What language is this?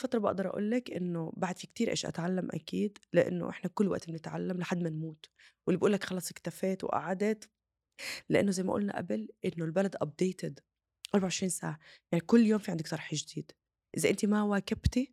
North Levantine Arabic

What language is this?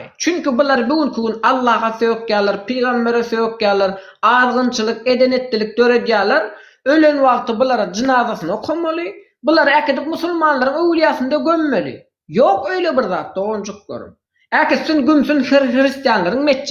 Turkmen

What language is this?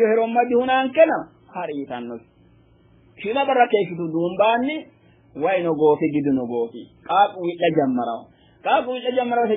Sidamo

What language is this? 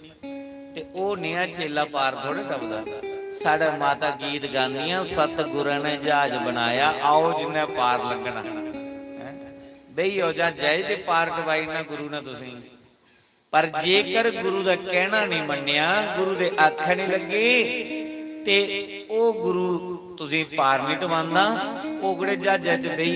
Dogri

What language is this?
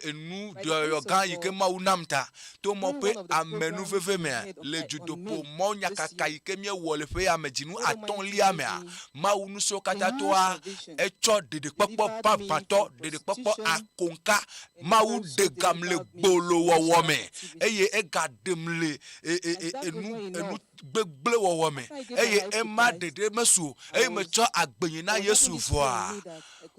Ewe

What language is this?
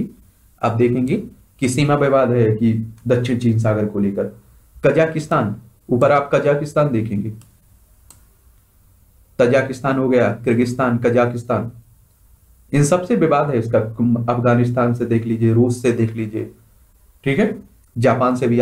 Hindi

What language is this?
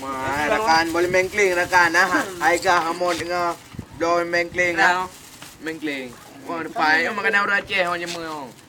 Achinese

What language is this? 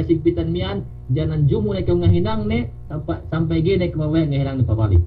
Yakan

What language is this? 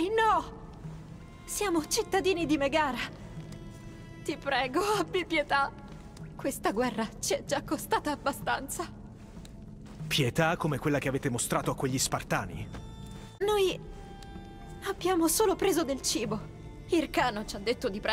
Italian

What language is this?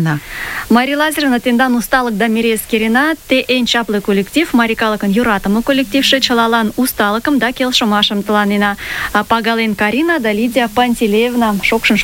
Mari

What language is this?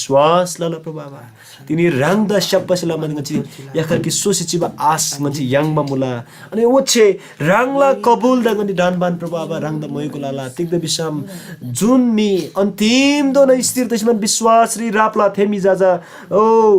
Eastern Tamang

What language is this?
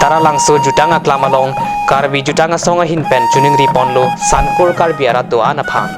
Karbi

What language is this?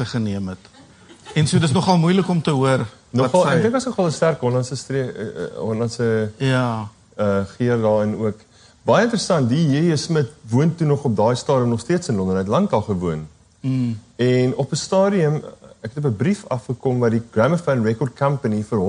Afrikaans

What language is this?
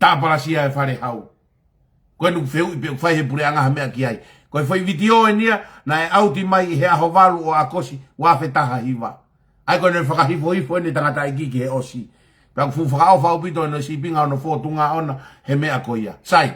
Tongan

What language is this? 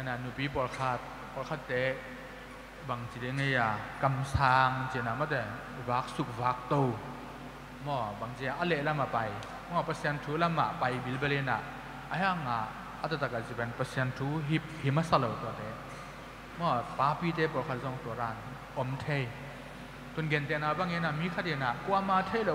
Tedim Chin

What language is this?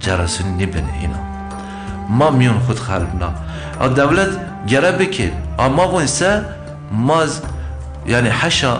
Zaza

